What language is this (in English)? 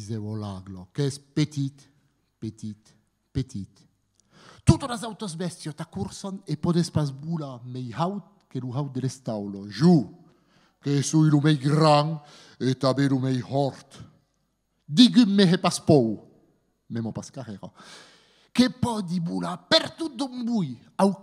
Occitan